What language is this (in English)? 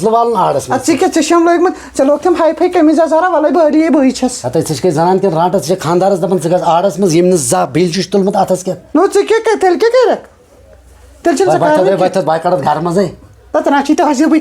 Kashmiri